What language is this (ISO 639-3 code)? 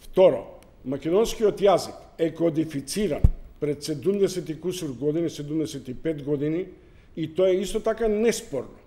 mkd